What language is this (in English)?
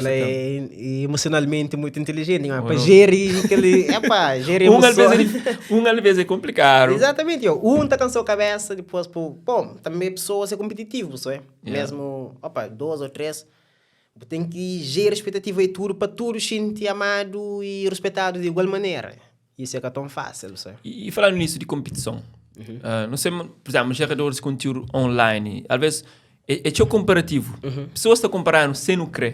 Kabuverdianu